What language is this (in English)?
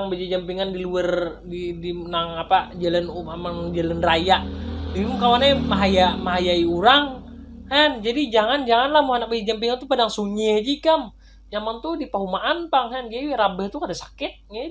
Banjar